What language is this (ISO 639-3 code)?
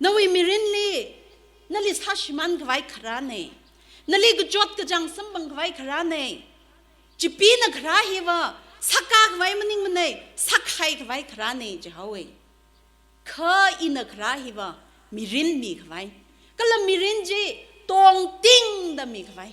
nmf